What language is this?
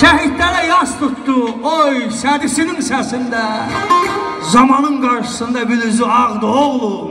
South Azerbaijani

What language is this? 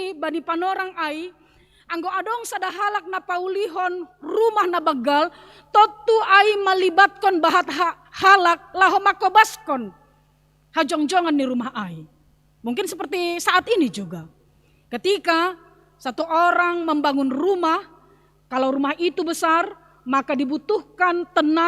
Batak Simalungun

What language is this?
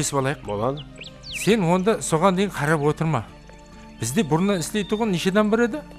Kara-Kalpak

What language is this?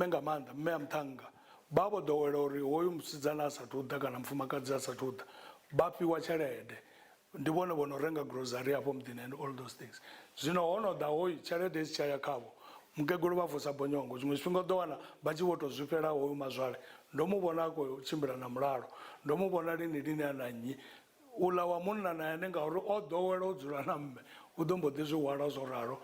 Venda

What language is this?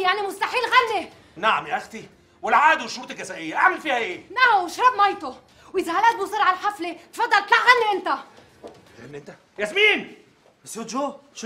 North Levantine Arabic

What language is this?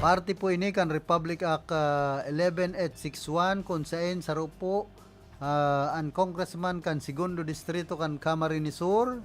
Bikol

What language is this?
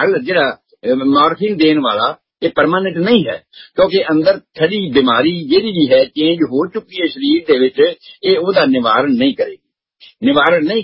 Punjabi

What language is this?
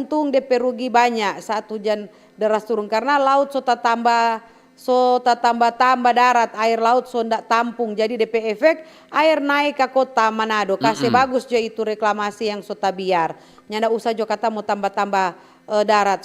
Manado Malay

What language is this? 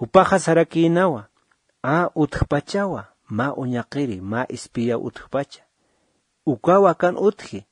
Aymara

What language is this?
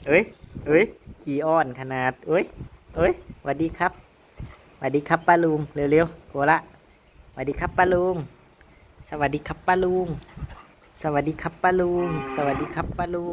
Northeastern Thai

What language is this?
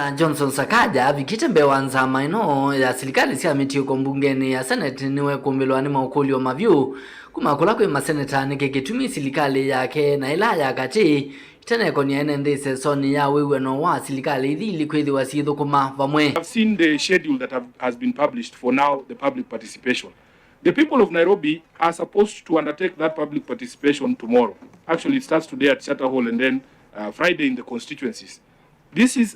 Kamba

